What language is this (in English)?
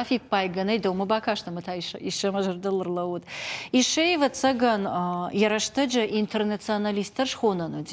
Ossetic